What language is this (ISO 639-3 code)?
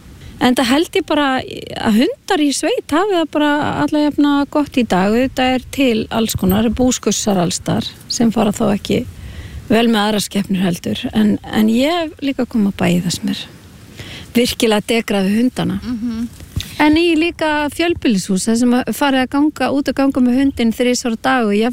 isl